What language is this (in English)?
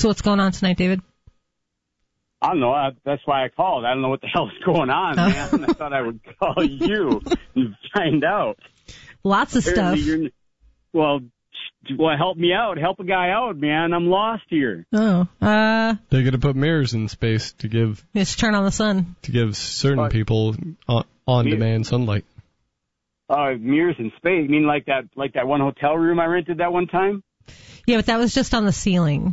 English